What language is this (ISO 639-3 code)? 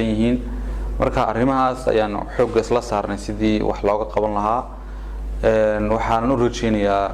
som